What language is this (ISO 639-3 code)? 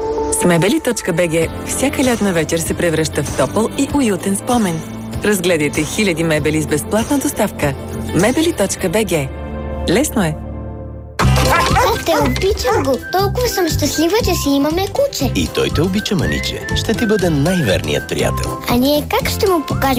bul